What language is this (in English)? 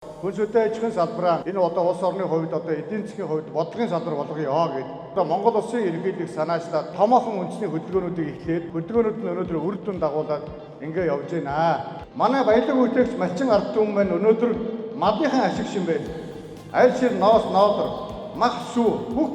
Mongolian